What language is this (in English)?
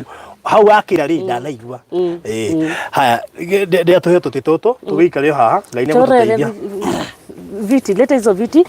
Kikuyu